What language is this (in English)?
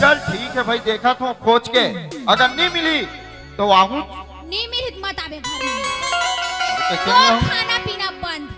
Chhattisgarhi